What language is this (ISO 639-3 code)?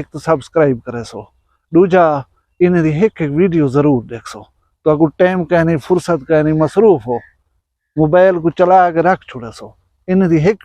skr